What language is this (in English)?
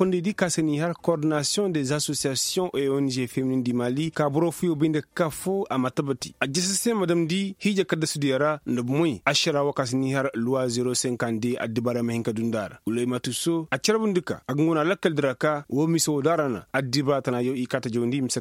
Koyraboro Senni